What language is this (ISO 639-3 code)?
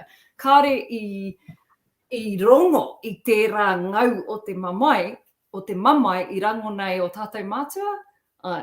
mri